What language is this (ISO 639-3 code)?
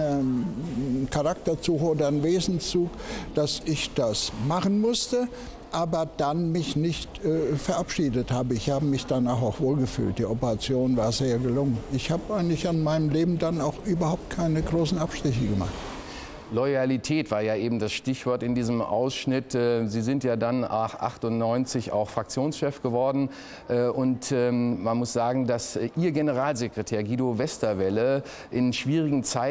deu